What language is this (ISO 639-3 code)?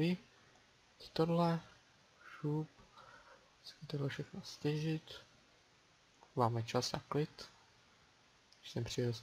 ces